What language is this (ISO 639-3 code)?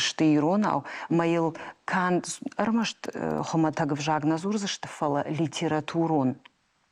oss